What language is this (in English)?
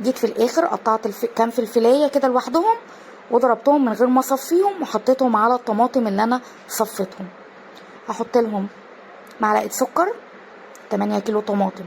Egyptian Arabic